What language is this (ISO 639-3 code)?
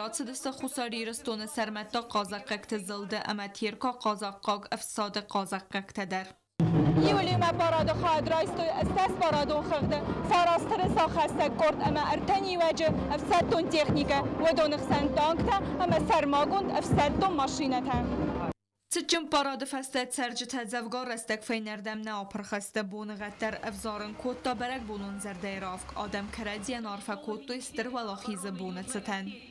oss